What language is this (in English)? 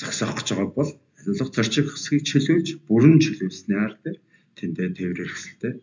Mongolian